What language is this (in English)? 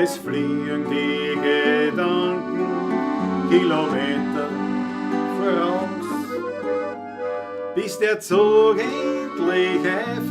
Bavarian